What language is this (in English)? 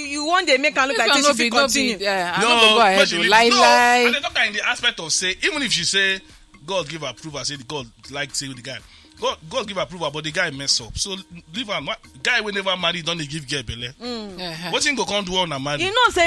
Nigerian Pidgin